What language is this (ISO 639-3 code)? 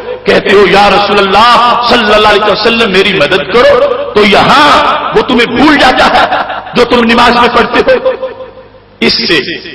urd